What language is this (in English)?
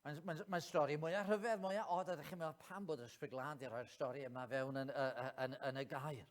Welsh